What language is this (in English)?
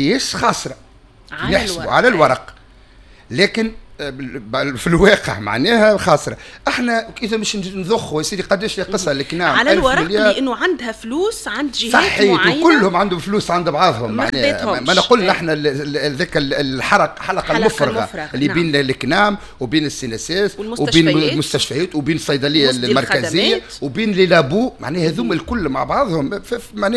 Tunisian Arabic